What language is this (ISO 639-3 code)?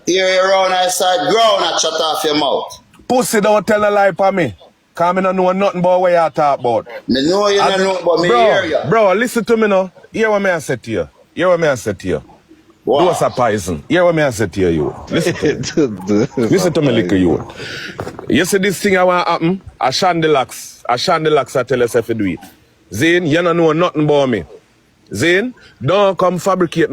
jam